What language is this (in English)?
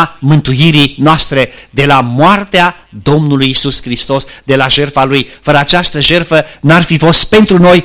Romanian